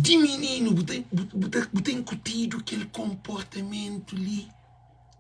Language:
Kabuverdianu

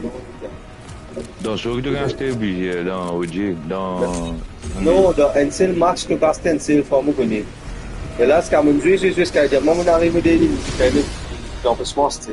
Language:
Morisyen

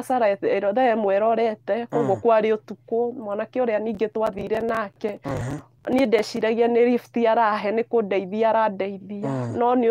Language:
Kikuyu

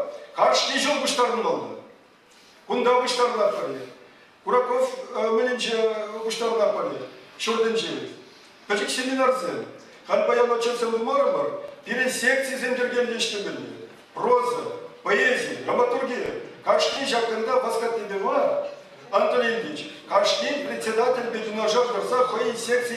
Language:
Chuvash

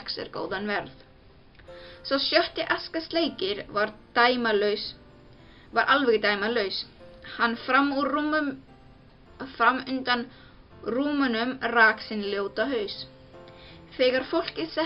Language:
Icelandic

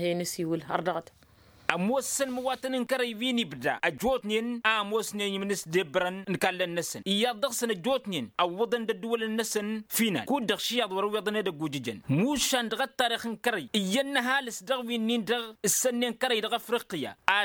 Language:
Tamasheq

